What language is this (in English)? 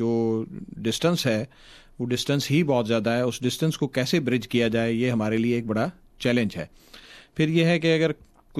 Urdu